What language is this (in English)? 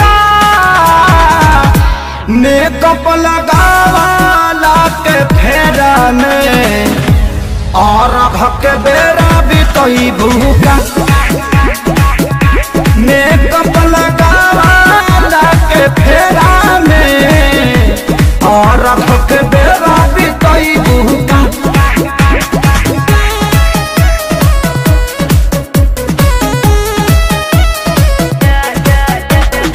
Bhojpuri